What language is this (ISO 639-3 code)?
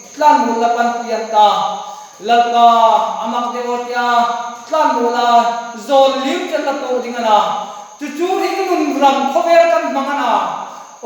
hmr